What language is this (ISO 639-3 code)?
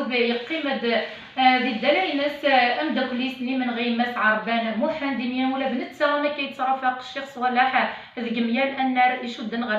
kab